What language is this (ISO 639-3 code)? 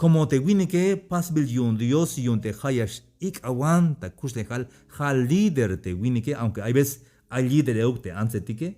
tzh